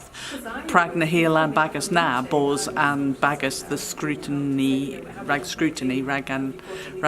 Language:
Cornish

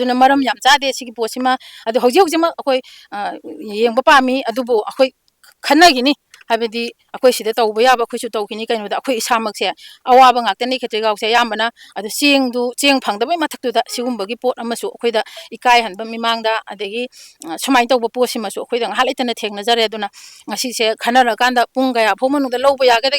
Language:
Manipuri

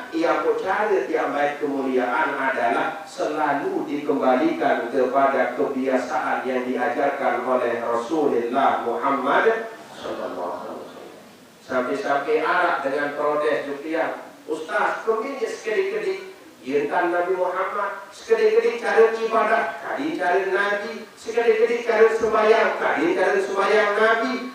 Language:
Sasak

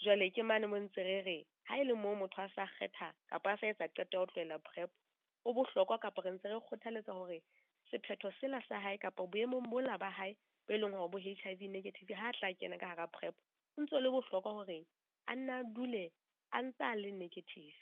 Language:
Southern Sotho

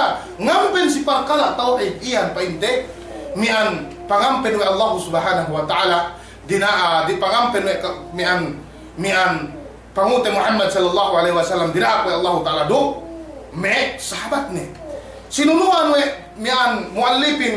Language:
Yakan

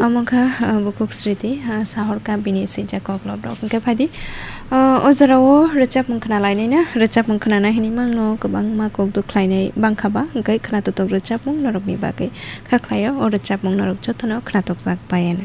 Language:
Kok Borok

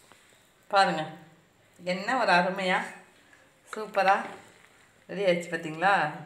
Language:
Tamil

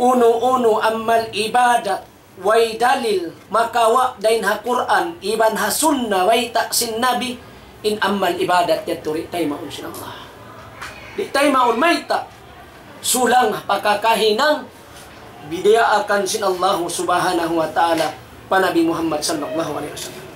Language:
Tausug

